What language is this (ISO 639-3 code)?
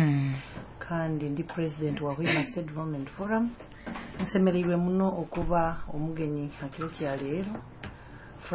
nyo